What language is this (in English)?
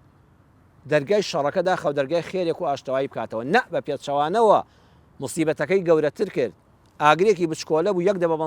Central Kurdish